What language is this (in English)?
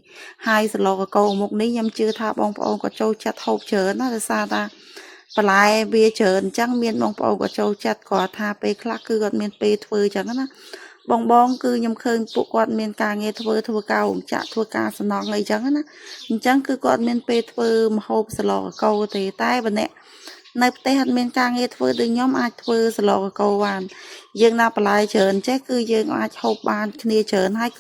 Khmer